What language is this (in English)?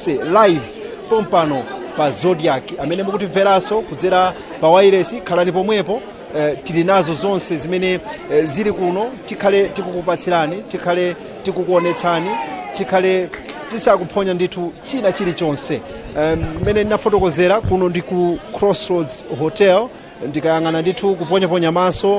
Nyanja